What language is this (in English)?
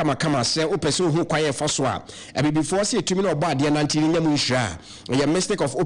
Akan